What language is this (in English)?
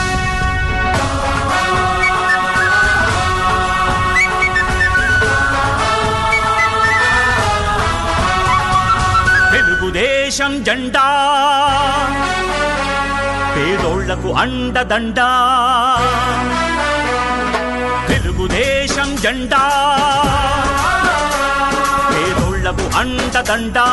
Telugu